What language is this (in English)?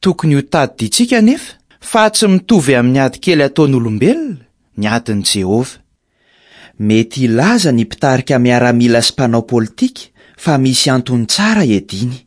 Malagasy